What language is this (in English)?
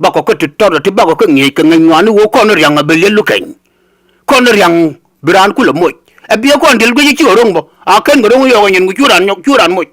Nuer